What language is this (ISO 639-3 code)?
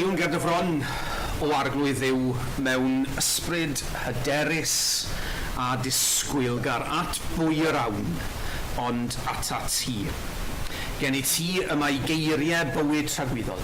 cym